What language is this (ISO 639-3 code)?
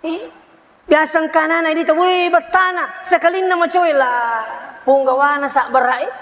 bug